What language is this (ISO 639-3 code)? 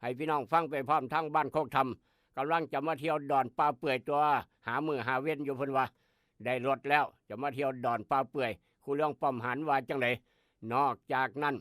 tts